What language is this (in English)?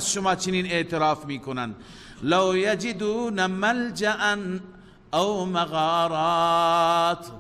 Persian